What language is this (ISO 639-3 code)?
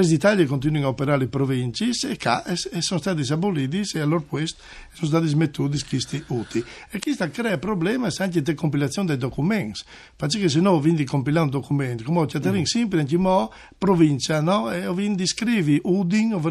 fur